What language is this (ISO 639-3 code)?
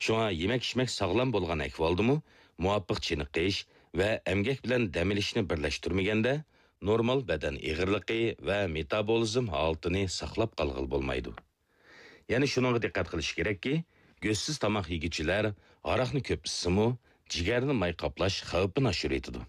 uig